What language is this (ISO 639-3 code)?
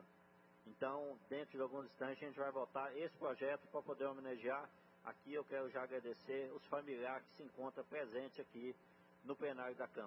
por